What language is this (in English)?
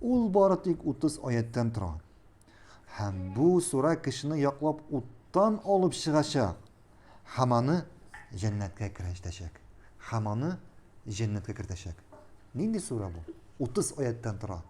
Tatar